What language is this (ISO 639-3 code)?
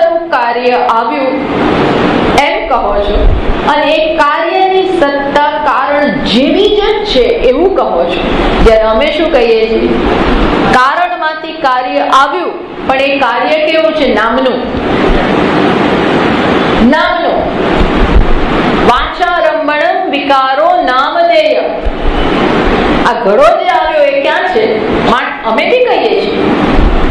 guj